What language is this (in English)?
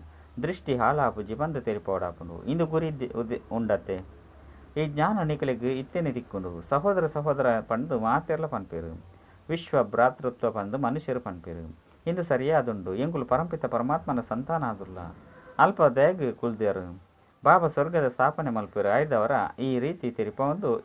Tulu